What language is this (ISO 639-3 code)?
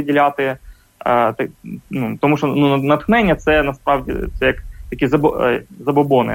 ukr